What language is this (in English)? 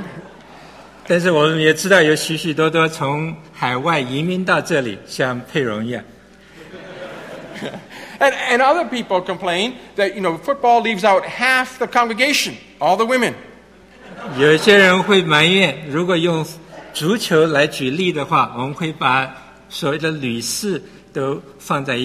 Chinese